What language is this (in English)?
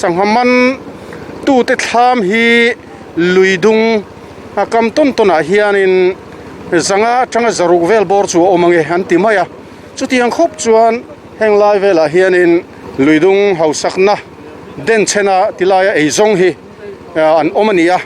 Mizo